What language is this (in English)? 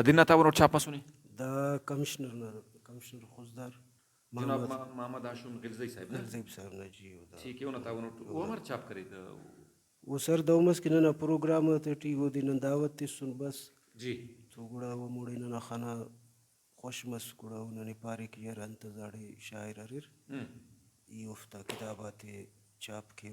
Brahui